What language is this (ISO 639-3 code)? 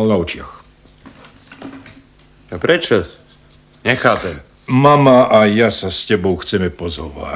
slk